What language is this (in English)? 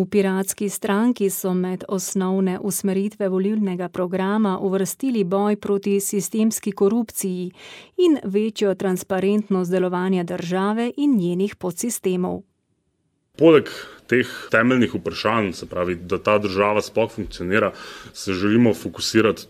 Slovenian